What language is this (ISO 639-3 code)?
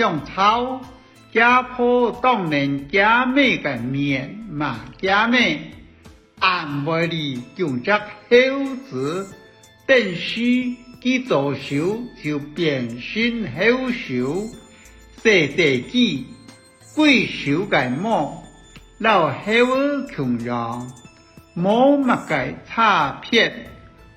hak